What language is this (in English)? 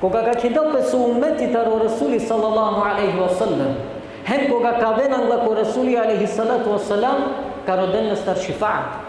Balkan Romani